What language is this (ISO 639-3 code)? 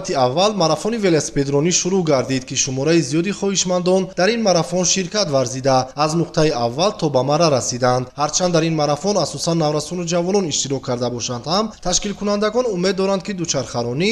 tgk